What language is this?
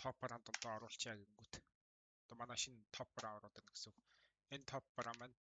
Mongolian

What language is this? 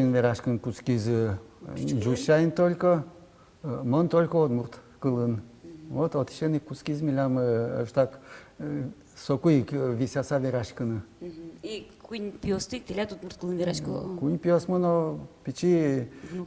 Udmurt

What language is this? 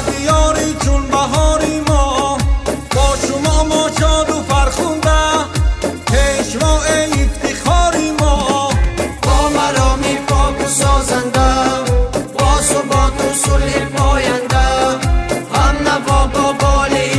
Tajik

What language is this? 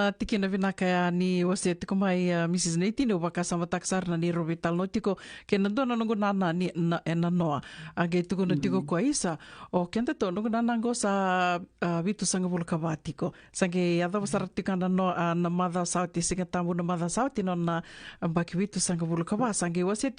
Fijian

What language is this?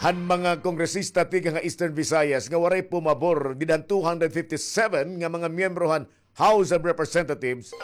Waray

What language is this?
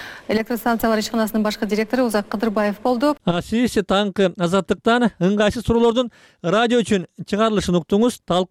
Kyrgyz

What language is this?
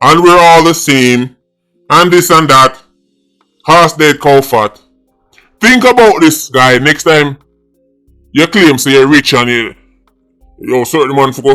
Jamaican Creole English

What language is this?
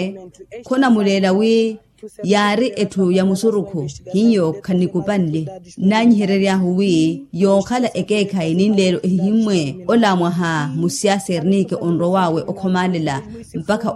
Makhuwa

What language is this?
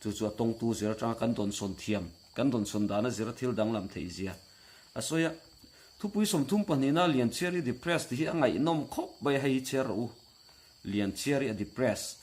Mizo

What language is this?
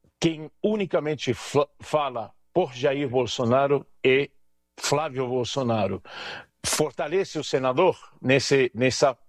Portuguese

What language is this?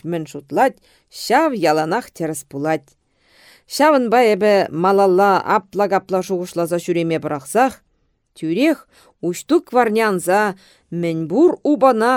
Chuvash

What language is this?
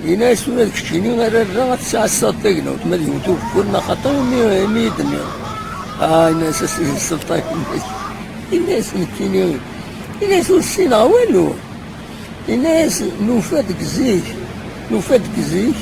Kabyle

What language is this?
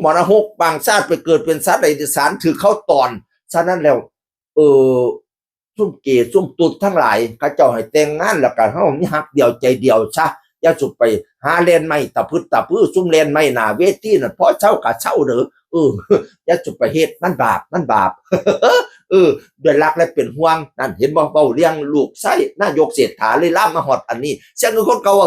Northeastern Thai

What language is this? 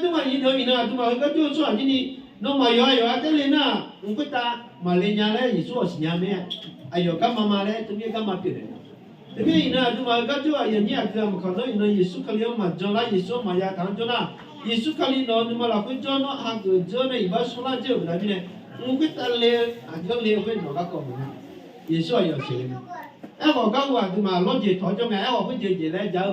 Akha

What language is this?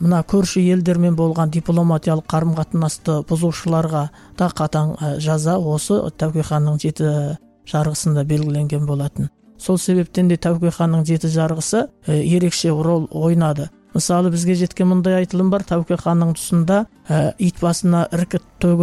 Kazakh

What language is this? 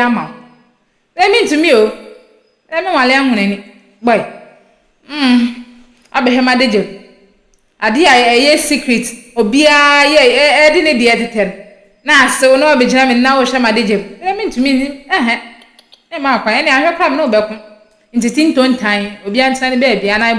Akan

